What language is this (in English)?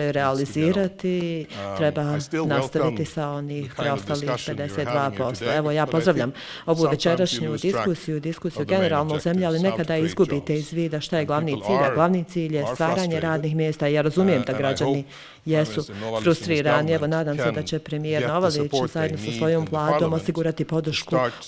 Bosnian